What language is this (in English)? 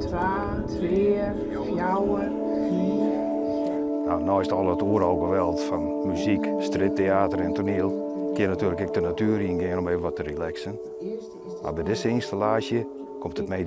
Western Frisian